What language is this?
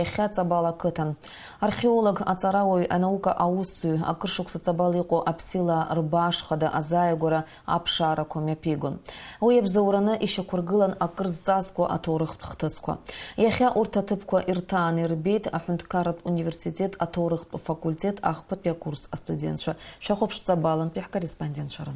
Abkhazian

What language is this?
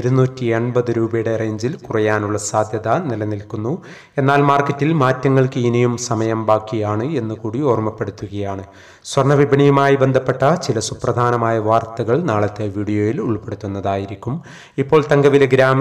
Malayalam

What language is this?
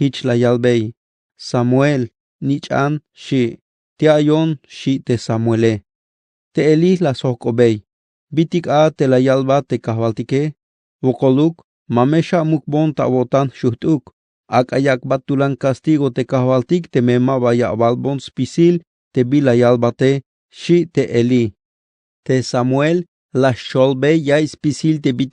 Tzeltal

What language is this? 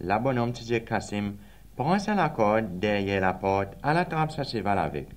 Seselwa Creole French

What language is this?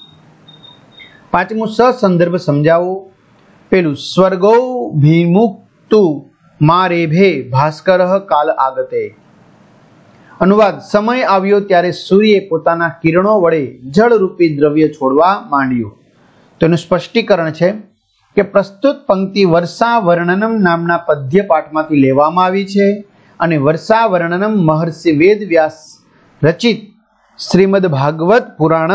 Gujarati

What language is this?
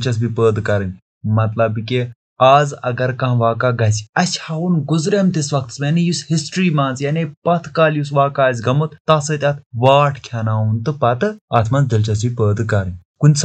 Kashmiri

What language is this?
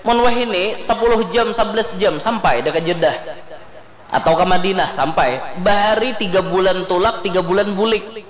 Banjar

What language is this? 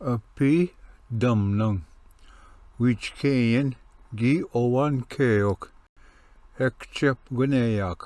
Ojibwa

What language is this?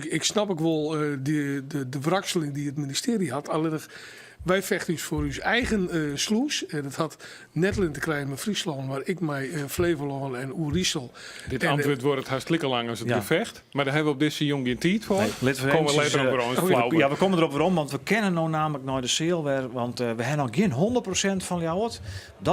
Western Frisian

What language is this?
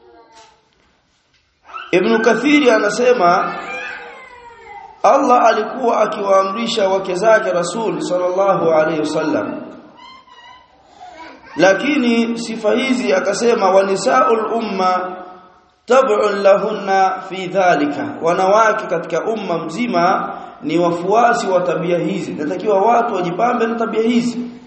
Swahili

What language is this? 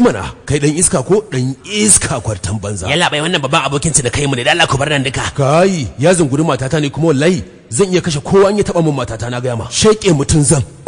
Hausa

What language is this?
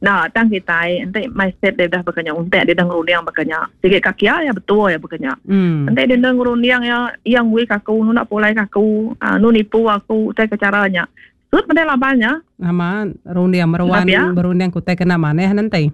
Iban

